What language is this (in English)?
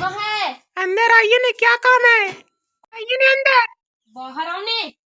Magahi